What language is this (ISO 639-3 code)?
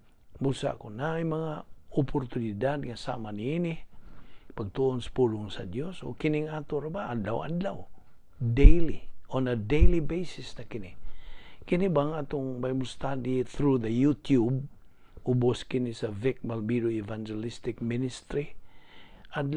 ceb